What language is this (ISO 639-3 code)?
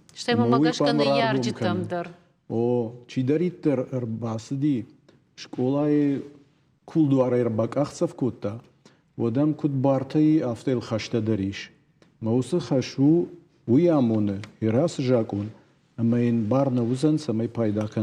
oss